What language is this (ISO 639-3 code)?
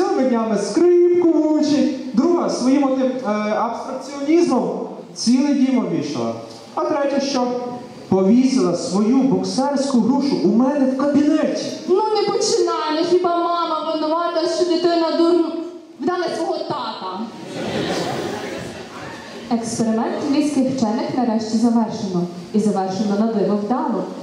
ukr